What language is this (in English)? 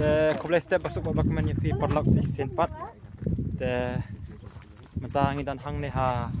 Khasi